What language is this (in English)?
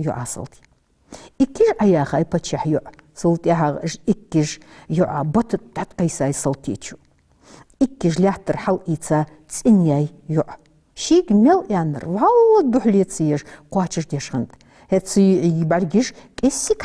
Ingush